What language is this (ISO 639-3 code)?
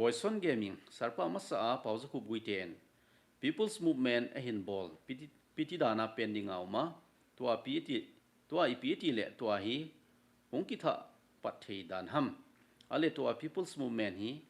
tcz